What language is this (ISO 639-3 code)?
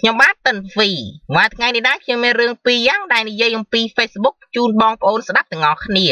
khm